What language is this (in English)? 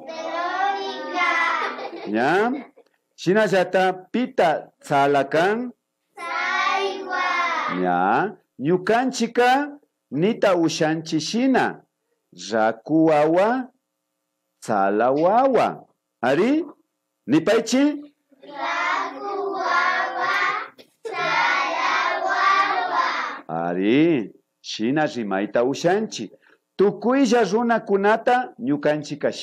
Imbabura Highland Quichua